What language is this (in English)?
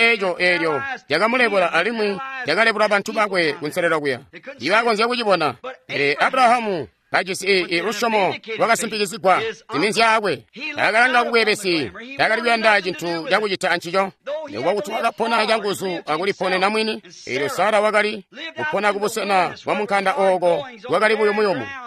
Tonga (Zambia)